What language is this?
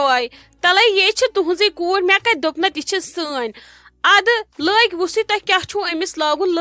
Kashmiri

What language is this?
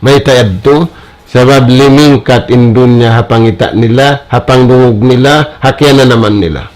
Tausug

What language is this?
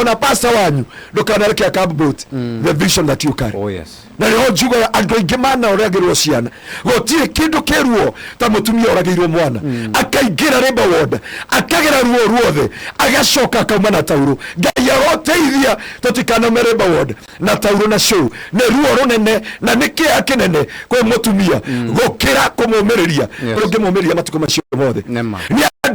Kikuyu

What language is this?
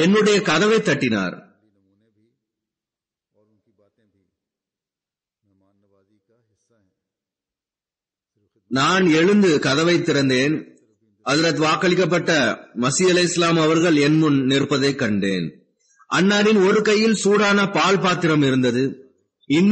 Tamil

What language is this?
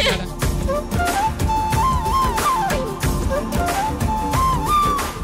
Telugu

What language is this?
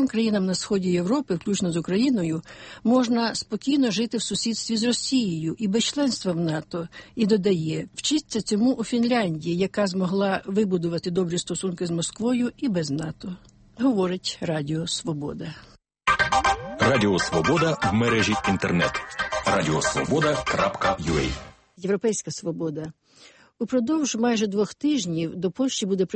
Ukrainian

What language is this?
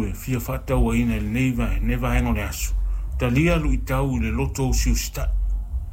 Samoan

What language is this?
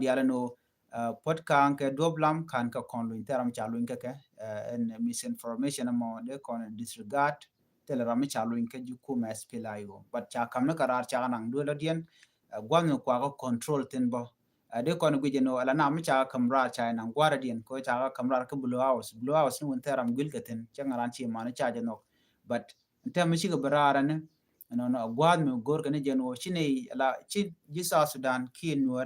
Nuer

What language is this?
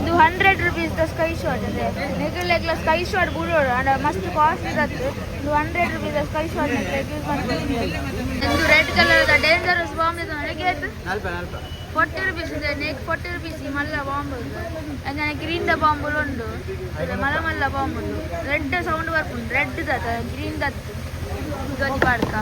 Tulu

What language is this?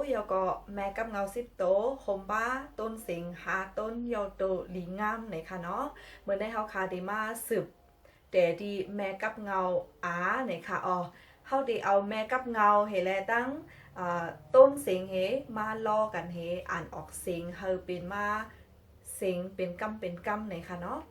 Shan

